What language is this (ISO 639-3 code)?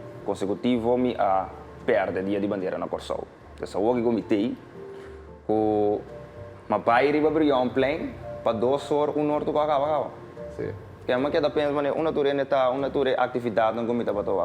pap